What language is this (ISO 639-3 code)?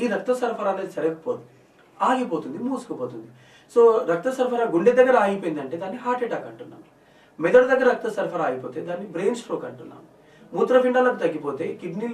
tel